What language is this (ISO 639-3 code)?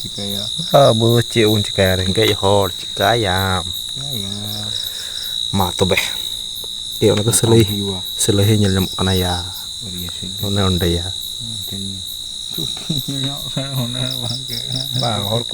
sat